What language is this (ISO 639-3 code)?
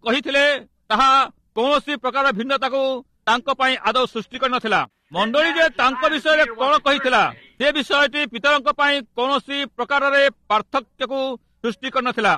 ori